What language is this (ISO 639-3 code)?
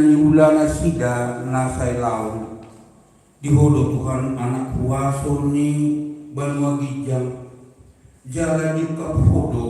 bbc